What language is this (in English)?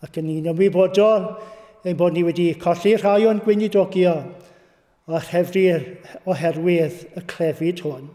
Welsh